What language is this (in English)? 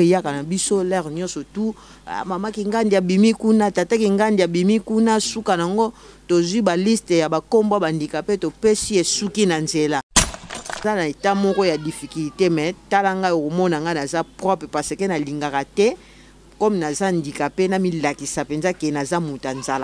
Lingala